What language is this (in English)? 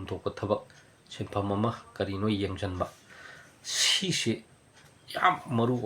Manipuri